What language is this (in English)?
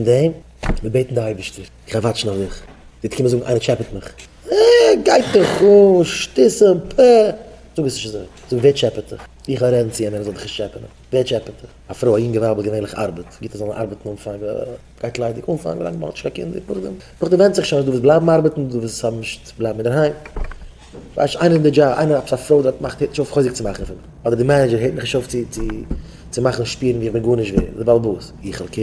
Yiddish